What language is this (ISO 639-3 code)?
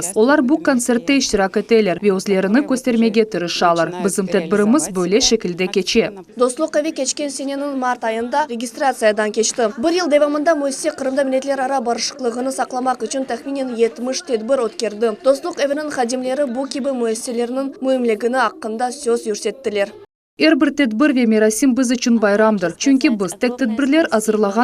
crh